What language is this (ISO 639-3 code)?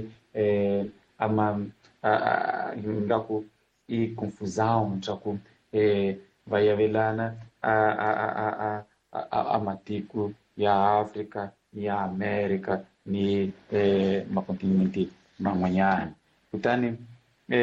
tso